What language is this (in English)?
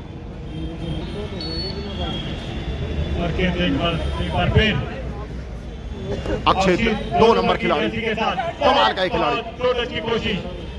Hindi